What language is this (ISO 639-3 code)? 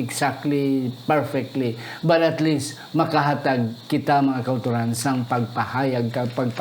hil